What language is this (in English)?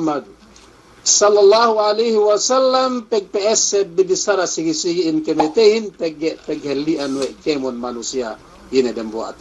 Yakan